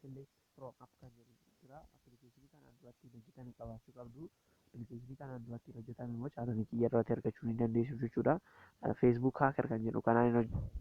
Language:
Oromo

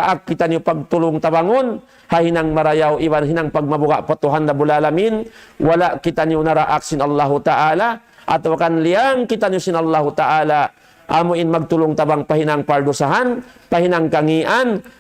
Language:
Tausug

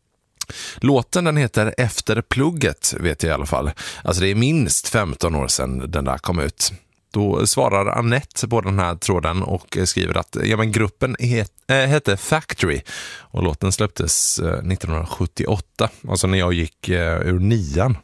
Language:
Swedish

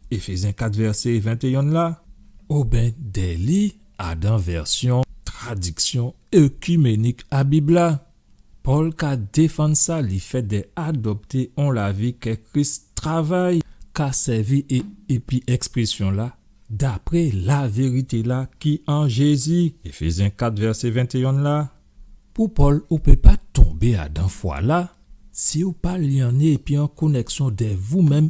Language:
Guadeloupean Creole French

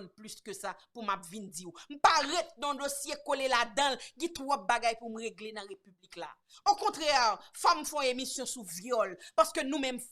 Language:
Haitian Creole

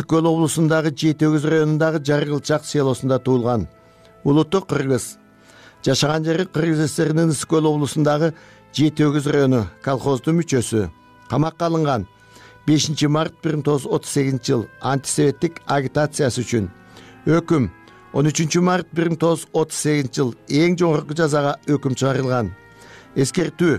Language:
Kyrgyz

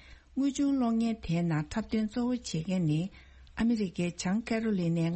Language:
Tibetan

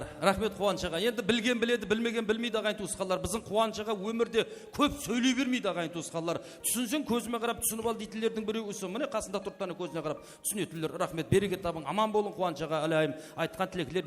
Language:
Kara-Kalpak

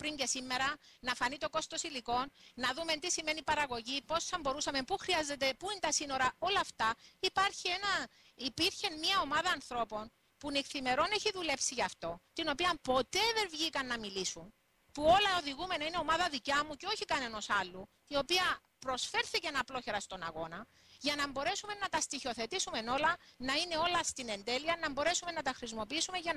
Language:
Greek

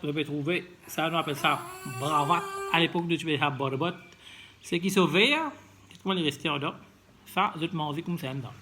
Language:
Morisyen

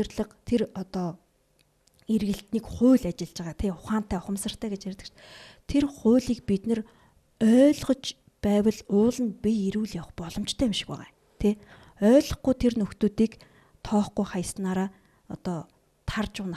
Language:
Mongolian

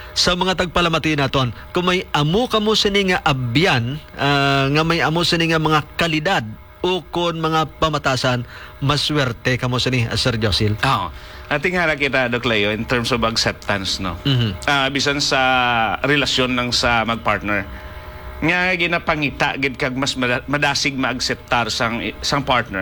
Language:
Hiligaynon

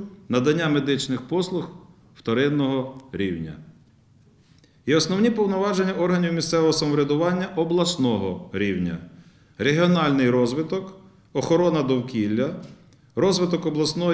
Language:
Ukrainian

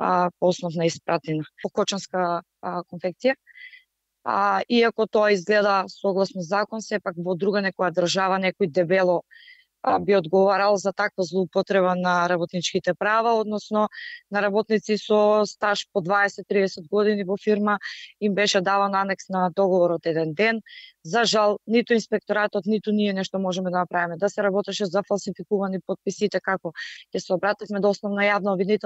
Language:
Macedonian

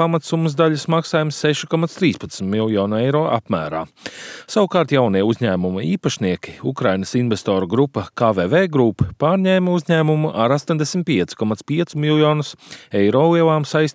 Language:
Latvian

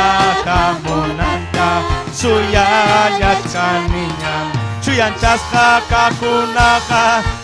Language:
Ayacucho Quechua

